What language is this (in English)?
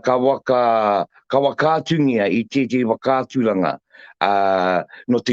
Māori